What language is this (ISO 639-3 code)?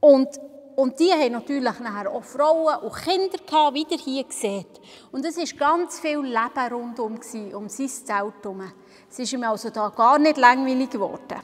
gsw